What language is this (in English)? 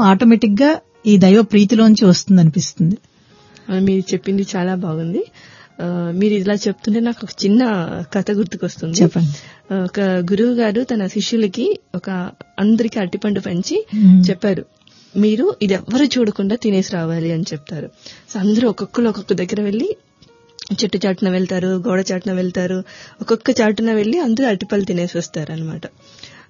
Telugu